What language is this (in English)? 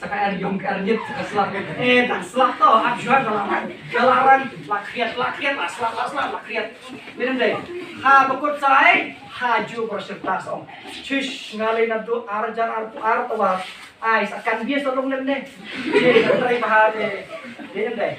Khasi